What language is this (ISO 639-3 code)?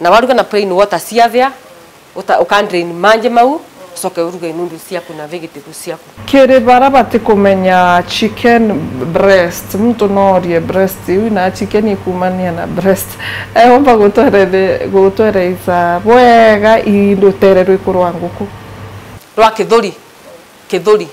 mer